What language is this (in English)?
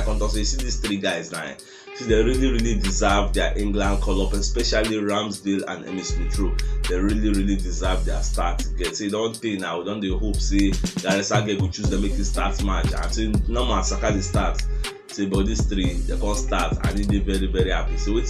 Nigerian Pidgin